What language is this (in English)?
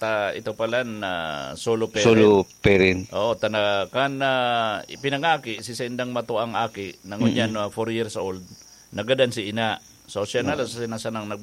Bikol